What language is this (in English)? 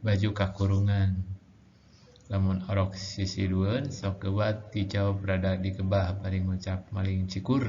Sundanese